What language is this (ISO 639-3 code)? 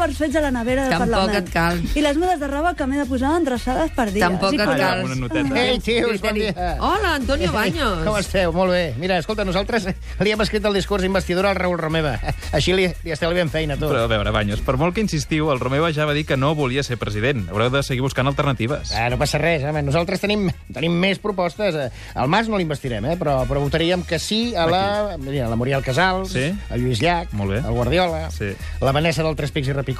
cat